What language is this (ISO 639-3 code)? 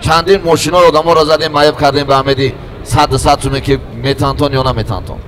tgk